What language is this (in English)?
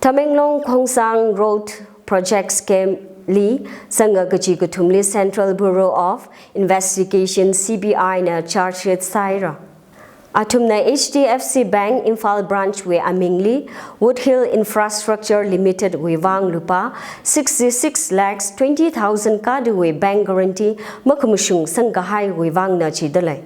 Tangkhul Naga (India)